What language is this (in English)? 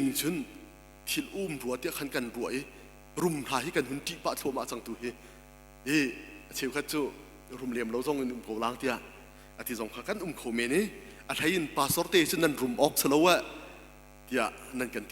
Hakha Chin